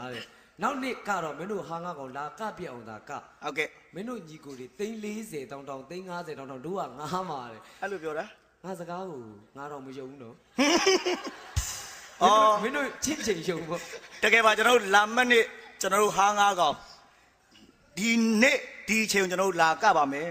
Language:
Burmese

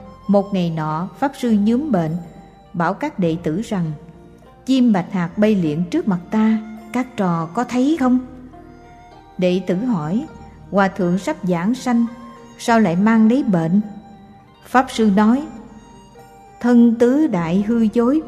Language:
Vietnamese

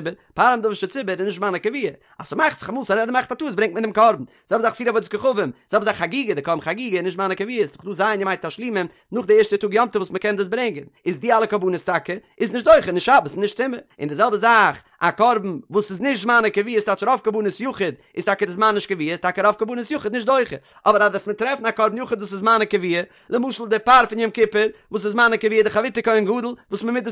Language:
Yiddish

